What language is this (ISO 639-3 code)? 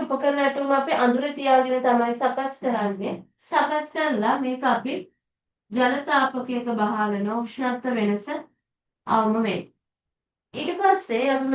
sin